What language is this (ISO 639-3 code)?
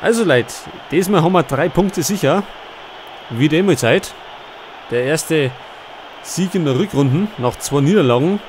bar